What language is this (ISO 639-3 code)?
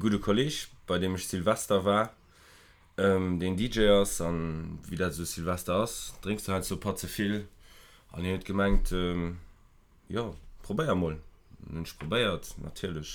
ltz